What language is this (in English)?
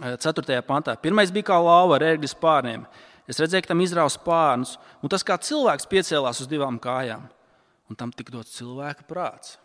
Latvian